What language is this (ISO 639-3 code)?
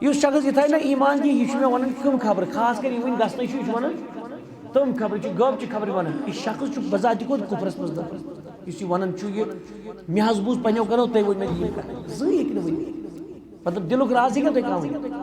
kas